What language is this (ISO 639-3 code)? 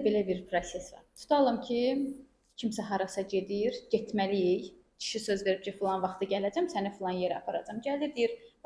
aze